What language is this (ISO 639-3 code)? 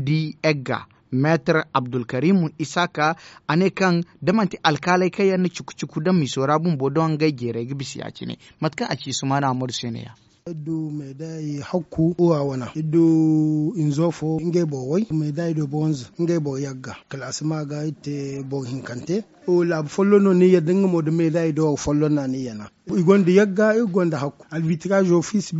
dje